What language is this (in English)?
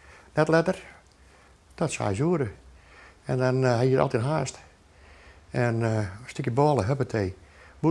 Western Frisian